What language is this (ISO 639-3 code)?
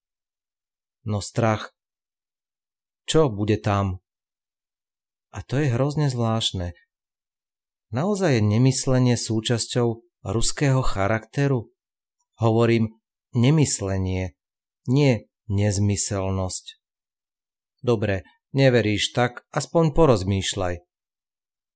slk